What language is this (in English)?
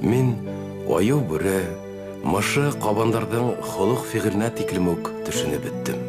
Bashkir